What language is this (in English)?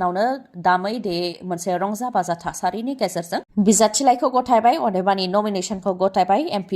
Bodo